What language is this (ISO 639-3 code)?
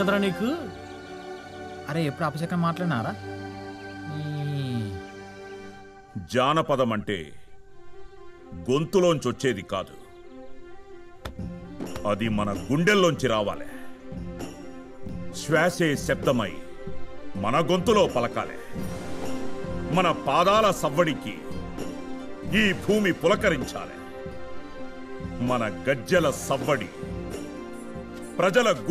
tel